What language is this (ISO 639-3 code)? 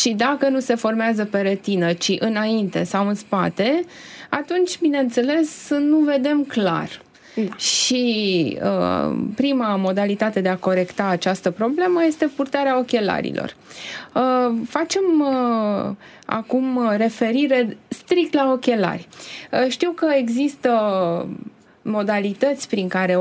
ron